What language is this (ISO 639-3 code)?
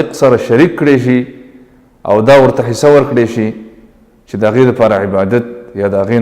pus